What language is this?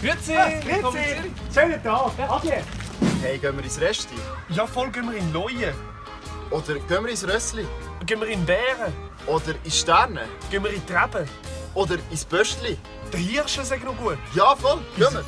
Swiss German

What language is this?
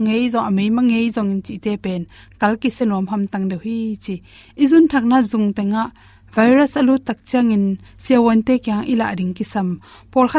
Tedim Chin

